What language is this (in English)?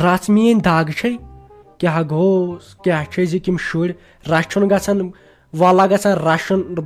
Kashmiri